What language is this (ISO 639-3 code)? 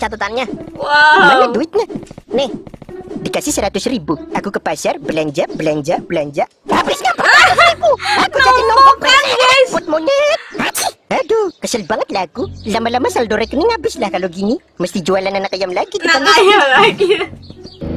ind